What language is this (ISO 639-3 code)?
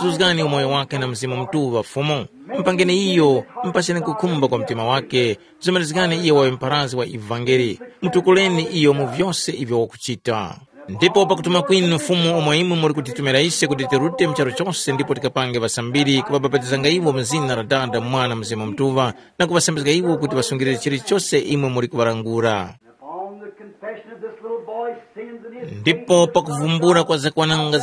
tum